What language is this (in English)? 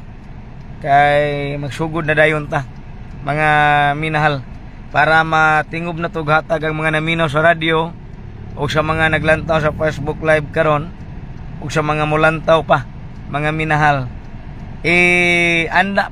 Cebuano